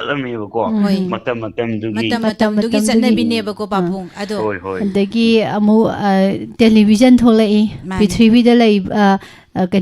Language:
Manipuri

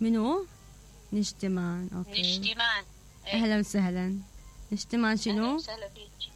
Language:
Mesopotamian Arabic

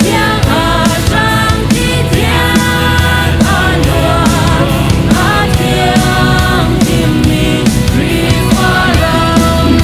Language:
Hakha Chin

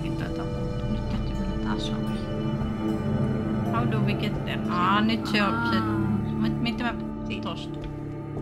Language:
Finnish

